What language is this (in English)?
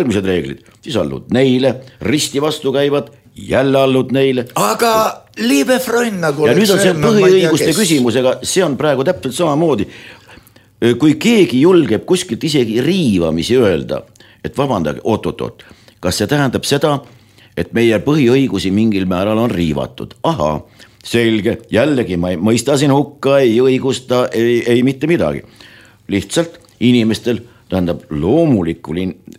Estonian